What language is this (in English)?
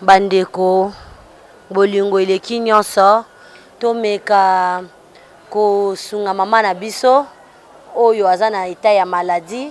Lingala